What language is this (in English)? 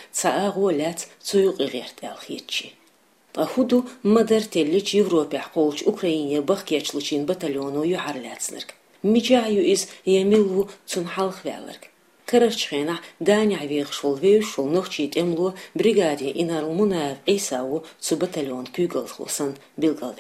Chechen